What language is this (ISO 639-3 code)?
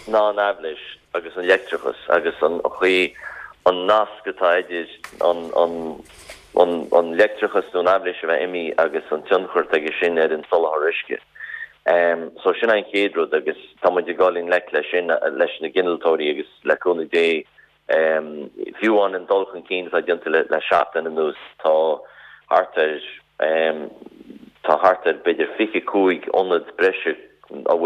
gle